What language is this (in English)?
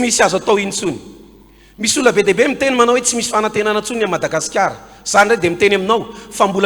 Malagasy